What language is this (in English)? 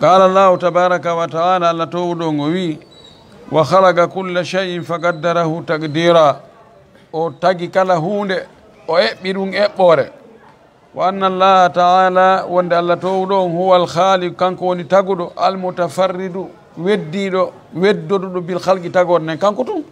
Fula